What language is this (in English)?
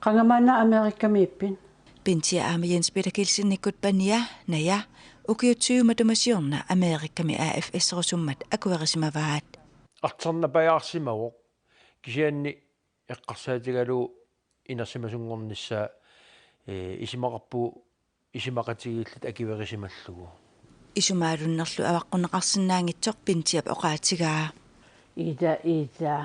Kalaallisut